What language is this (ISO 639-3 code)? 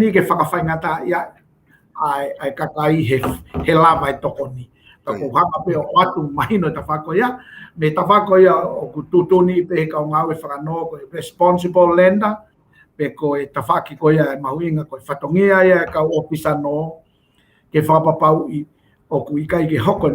ton